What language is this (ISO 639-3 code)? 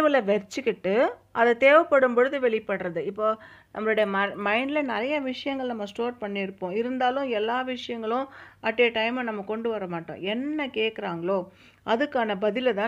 tam